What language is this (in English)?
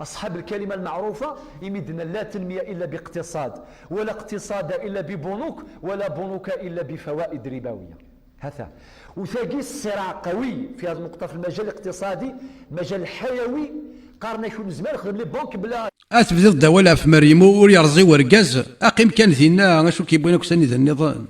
Kabyle